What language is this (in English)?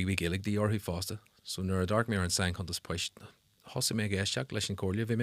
Irish